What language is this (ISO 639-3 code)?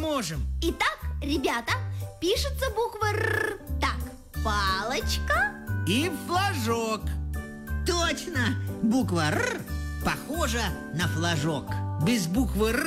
rus